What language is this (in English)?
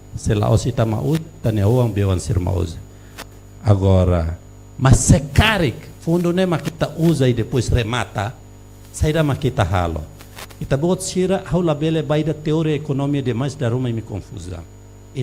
Tetum